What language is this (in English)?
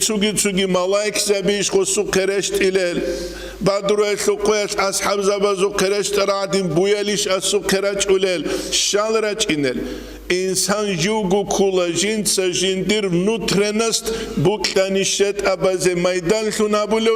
Avaric